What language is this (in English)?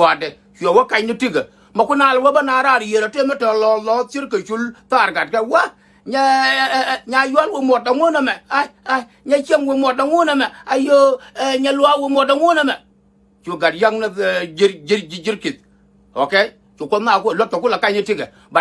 Nuer